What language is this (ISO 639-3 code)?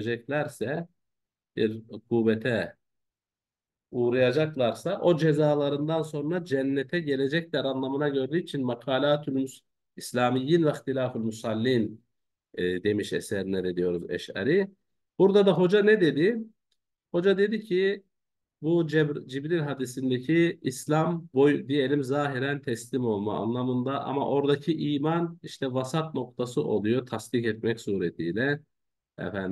tur